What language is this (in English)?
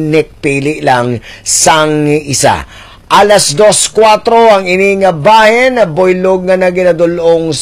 Hiligaynon